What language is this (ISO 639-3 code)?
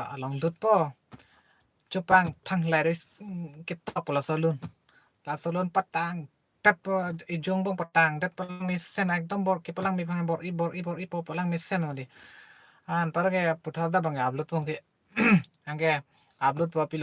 mjw